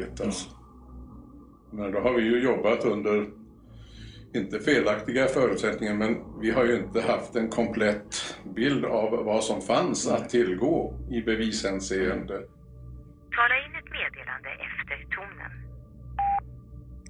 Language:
Swedish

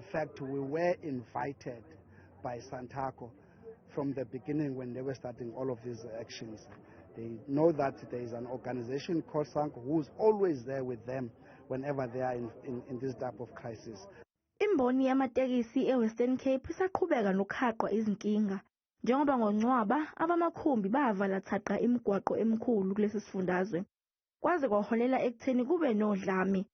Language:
Zulu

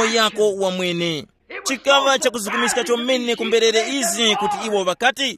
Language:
Tumbuka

